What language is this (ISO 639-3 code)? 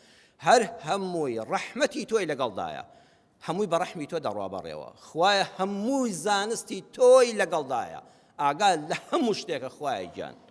ckb